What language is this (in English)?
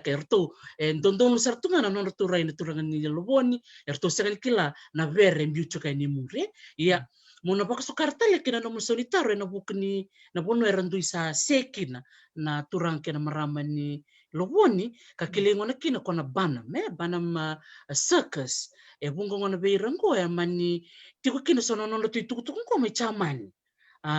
Fijian